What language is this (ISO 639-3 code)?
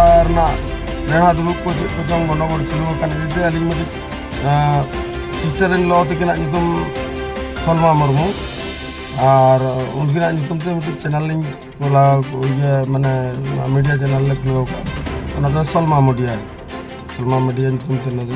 sat